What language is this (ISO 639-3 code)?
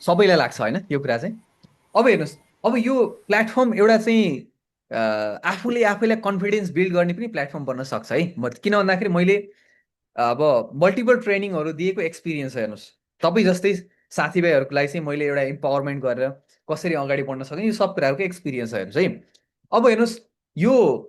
nep